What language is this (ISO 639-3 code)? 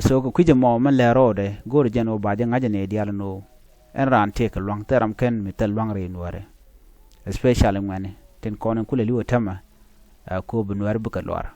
nus